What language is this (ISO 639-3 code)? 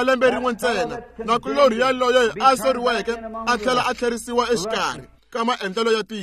tso